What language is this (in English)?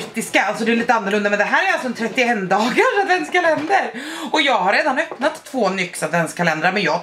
Swedish